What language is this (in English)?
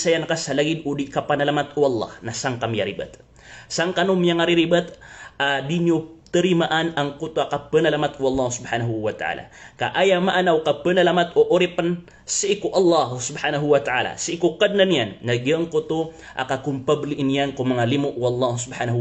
Maranao